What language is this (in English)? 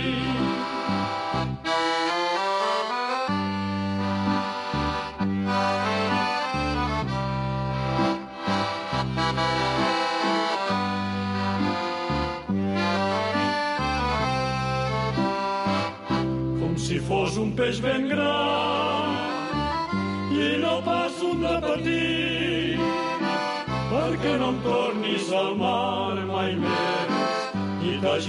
Catalan